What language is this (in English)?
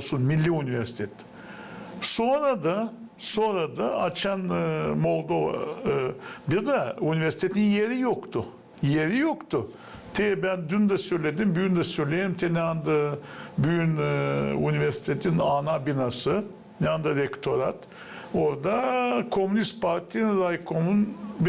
Gagauz